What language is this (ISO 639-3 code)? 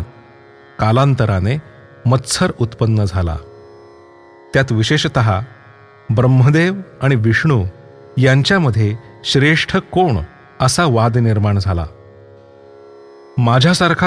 mar